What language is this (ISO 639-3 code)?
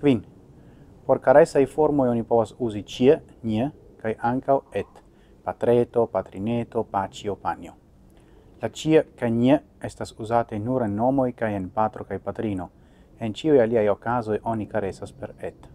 epo